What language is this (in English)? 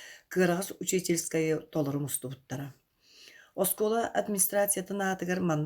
Yakut